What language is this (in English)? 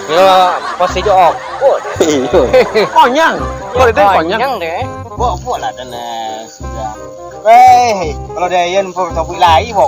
Minangkabau